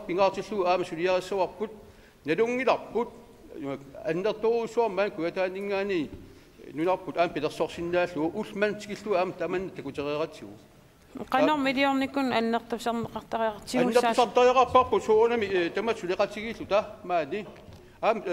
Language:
Kalaallisut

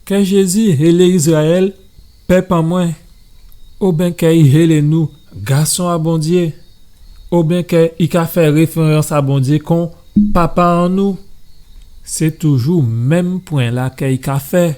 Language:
Guadeloupean Creole French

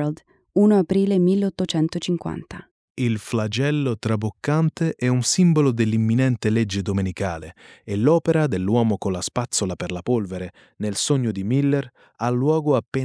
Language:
Italian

